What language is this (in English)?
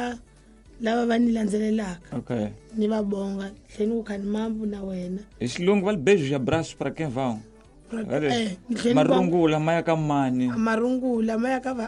Tsonga